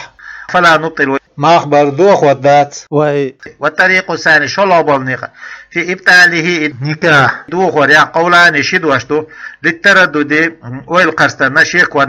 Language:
Chechen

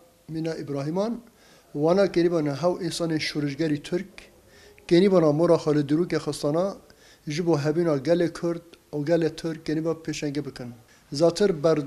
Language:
Kurdish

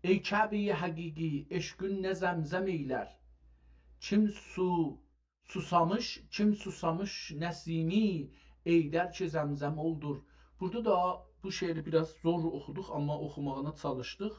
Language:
South Azerbaijani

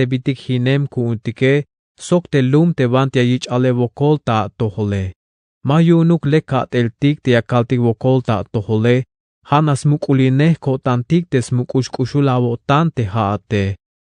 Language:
Tzeltal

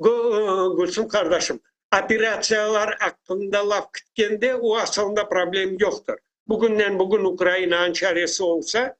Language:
Crimean Tatar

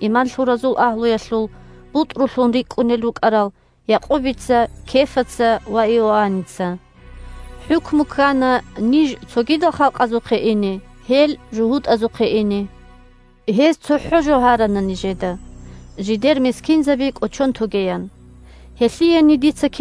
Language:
Avaric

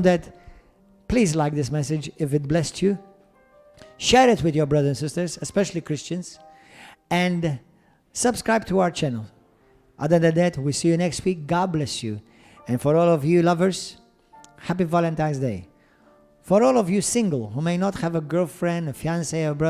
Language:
English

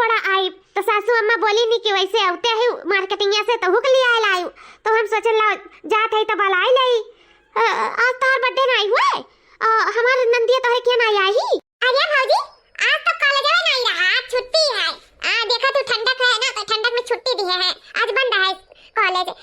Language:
Awadhi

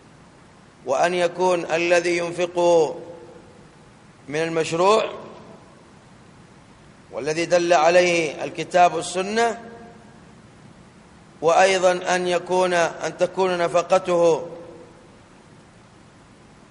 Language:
Arabic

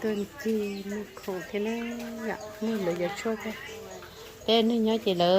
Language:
Hmong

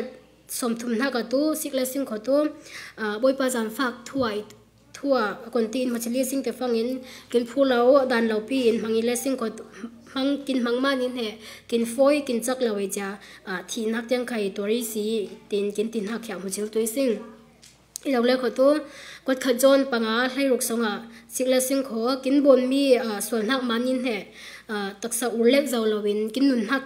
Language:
Falam Chin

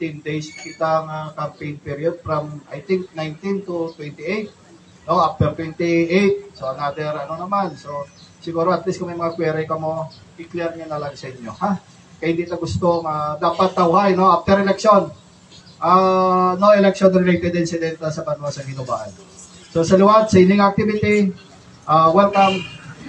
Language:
Hiligaynon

